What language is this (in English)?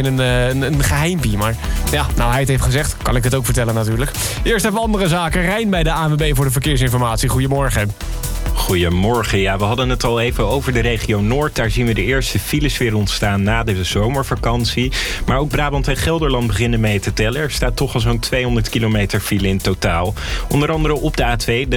Dutch